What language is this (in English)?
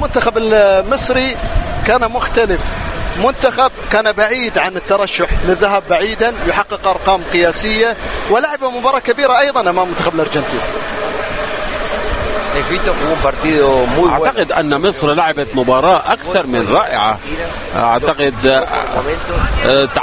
Arabic